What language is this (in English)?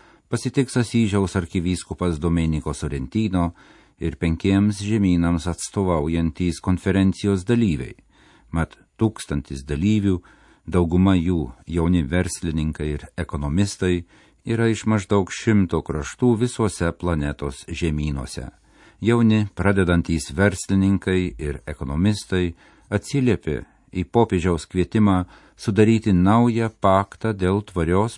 Lithuanian